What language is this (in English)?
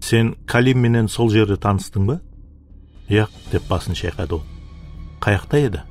Kara-Kalpak